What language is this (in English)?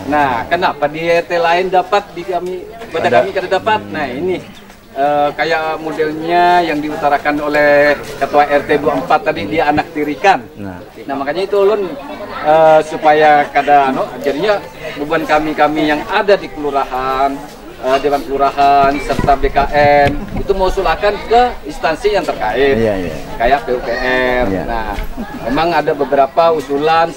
Banjar